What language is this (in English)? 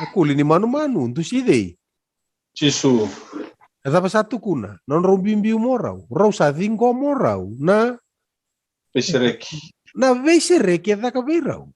Fijian